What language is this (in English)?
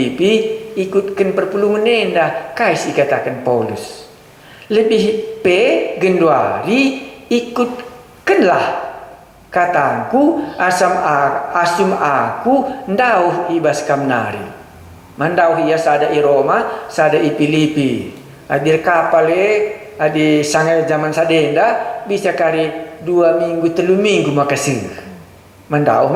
Batak Karo